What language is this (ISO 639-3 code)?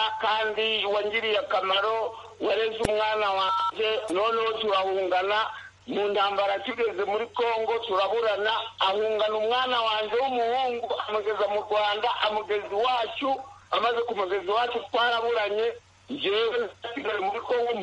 kin